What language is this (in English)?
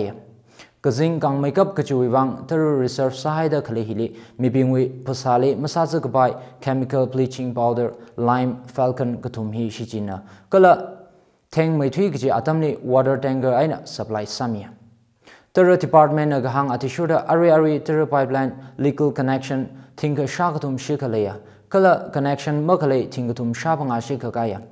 Tangkhul Naga (India)